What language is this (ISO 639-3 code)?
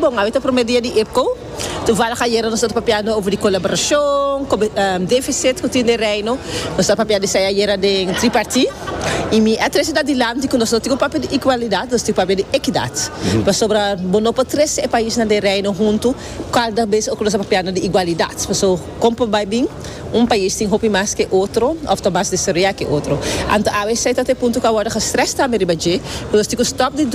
pap